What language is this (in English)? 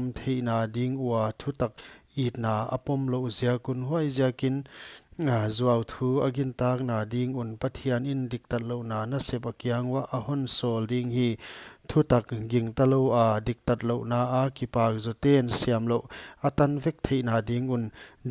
Paite Chin